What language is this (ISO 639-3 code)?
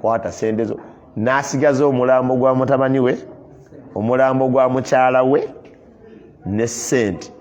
lug